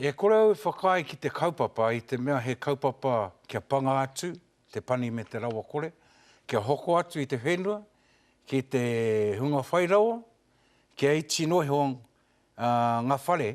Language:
Māori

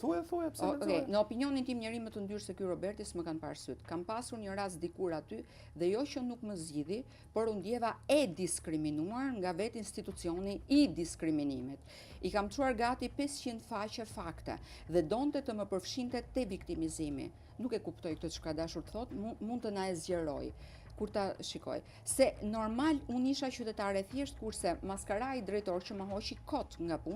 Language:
Albanian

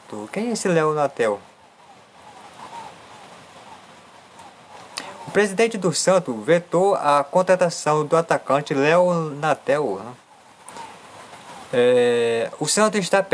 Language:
Portuguese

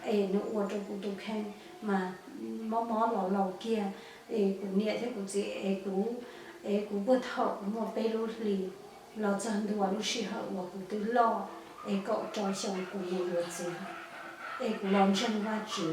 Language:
Hmong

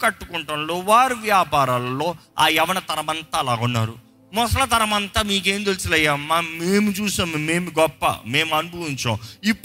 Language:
Telugu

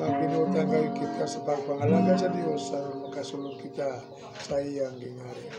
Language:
Cebuano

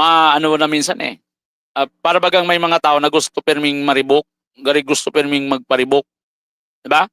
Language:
Bikol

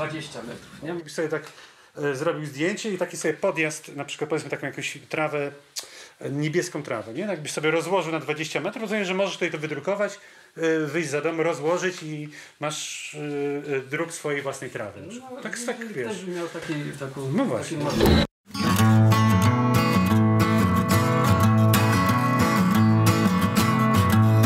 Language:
Polish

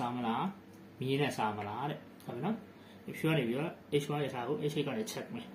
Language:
Burmese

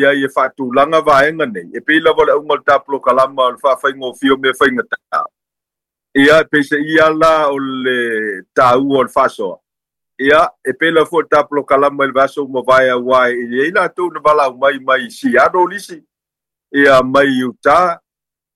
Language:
Samoan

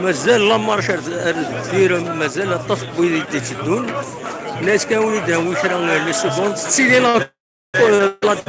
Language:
Kabyle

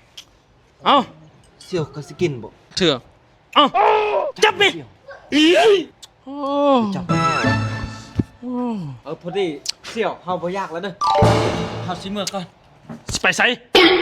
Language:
Lao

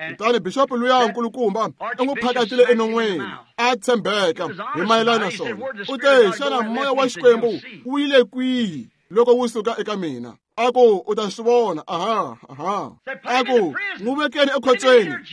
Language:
Tsonga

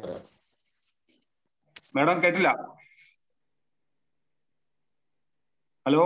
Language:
Malayalam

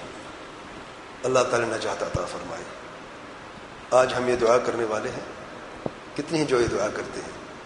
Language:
Urdu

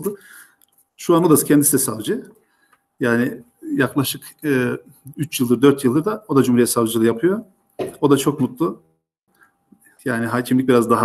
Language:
Turkish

